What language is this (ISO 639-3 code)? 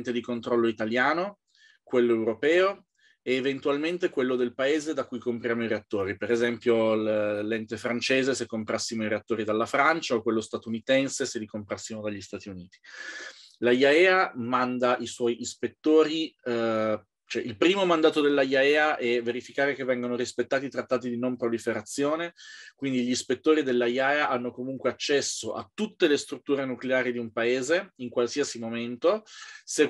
ita